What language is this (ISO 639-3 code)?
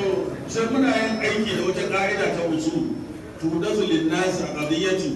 hau